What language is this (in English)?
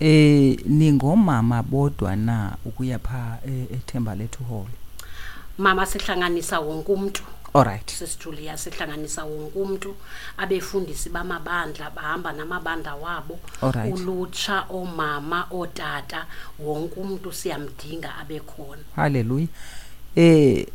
Xhosa